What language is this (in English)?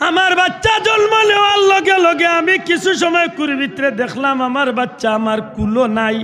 Sylheti